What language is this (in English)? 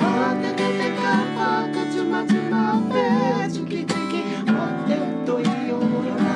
Māori